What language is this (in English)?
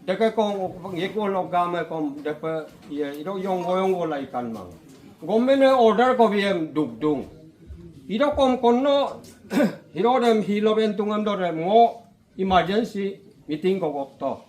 Adi